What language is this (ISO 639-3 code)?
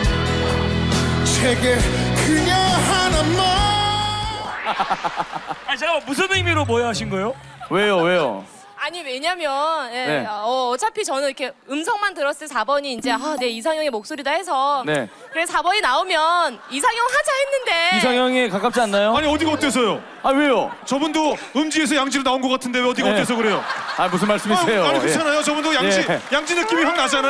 kor